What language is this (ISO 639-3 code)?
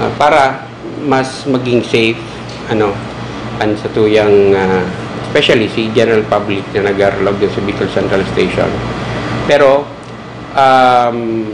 bik